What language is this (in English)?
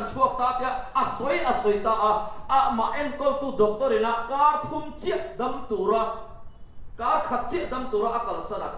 Mizo